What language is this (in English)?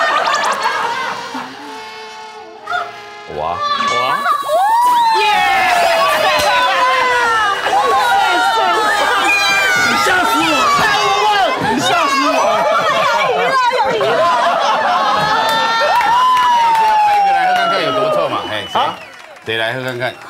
Chinese